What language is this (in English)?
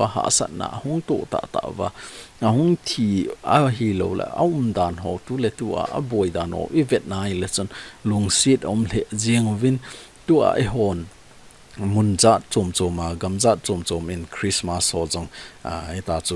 Thado Chin